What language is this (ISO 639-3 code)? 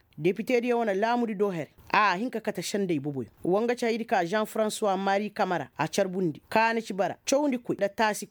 ses